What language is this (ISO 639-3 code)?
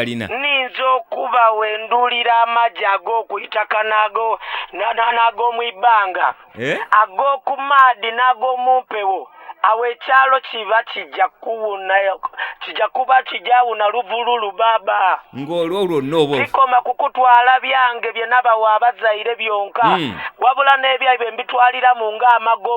lug